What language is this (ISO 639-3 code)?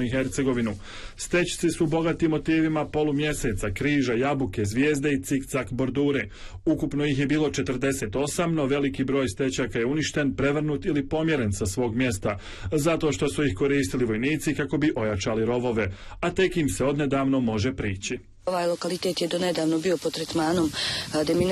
bos